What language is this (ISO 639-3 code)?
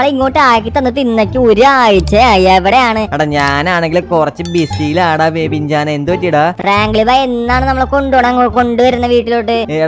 mal